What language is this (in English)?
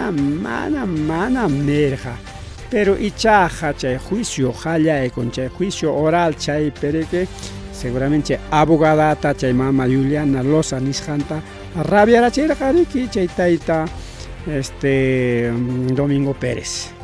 Ayacucho Quechua